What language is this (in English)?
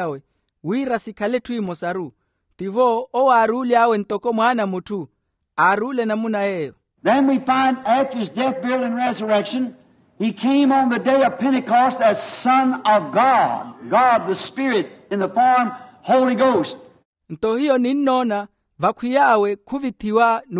Makhuwa